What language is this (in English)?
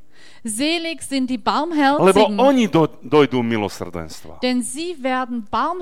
Slovak